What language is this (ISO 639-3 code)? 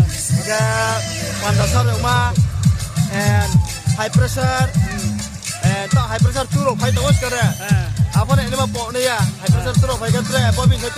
ria